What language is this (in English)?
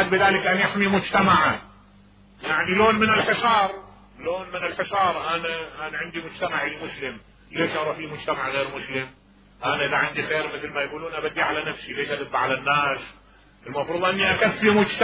Mesopotamian Arabic